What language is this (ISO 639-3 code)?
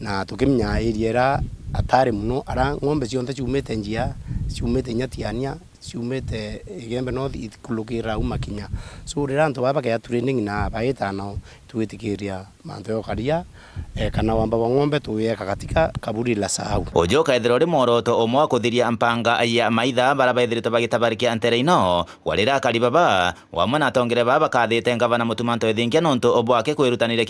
mer